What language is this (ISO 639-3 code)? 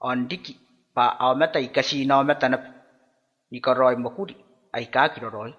gil